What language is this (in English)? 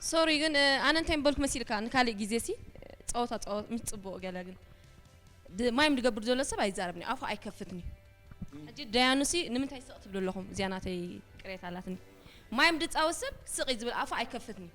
Tigrinya